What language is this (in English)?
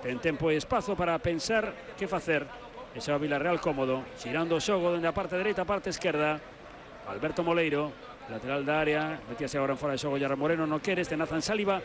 Galician